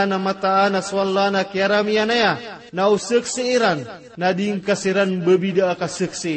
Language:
Maranao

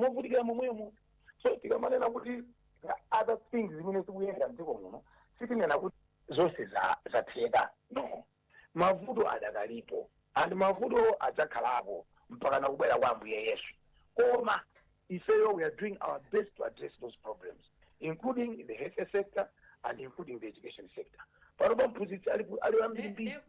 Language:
Nyanja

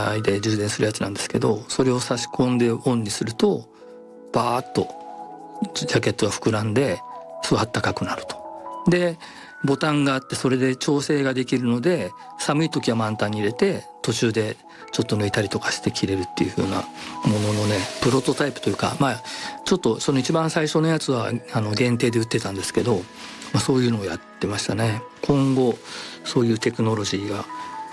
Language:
Japanese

